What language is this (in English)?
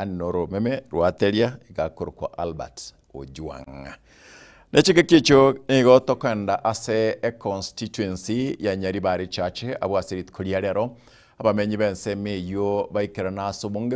Gusii